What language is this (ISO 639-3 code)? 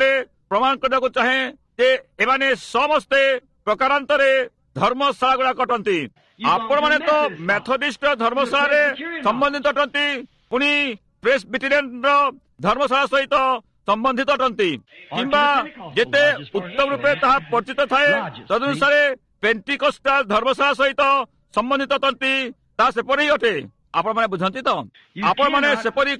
ori